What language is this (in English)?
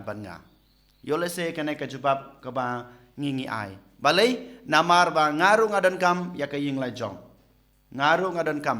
Khasi